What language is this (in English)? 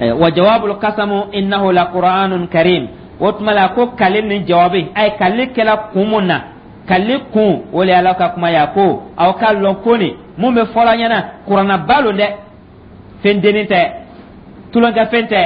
Dyula